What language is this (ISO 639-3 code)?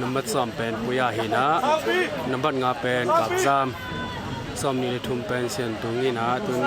ctd